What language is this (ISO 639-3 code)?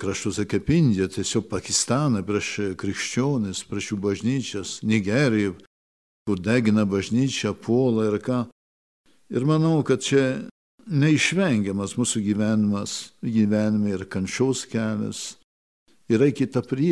lit